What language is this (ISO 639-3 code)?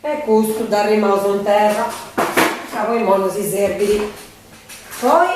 srd